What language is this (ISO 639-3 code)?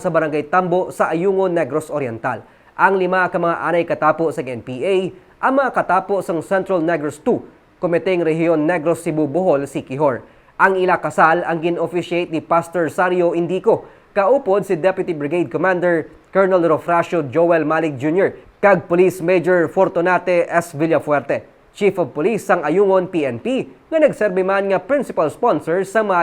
hil